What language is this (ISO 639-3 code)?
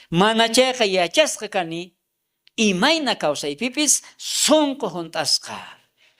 quh